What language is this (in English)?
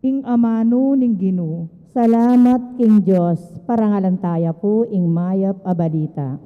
Pampanga